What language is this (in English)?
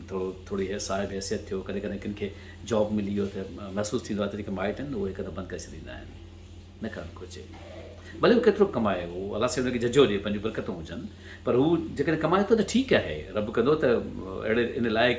Sindhi